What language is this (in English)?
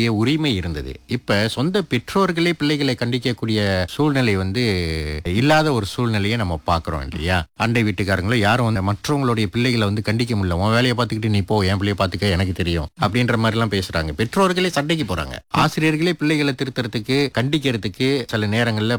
Tamil